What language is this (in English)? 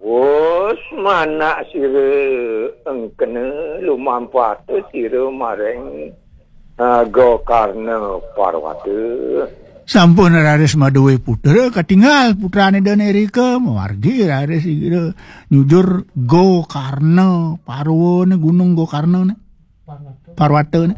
Balinese